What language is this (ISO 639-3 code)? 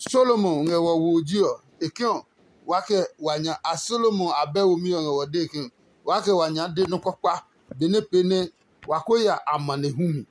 ada